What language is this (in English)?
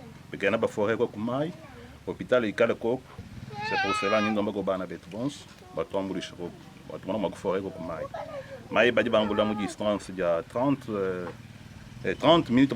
Luba-Lulua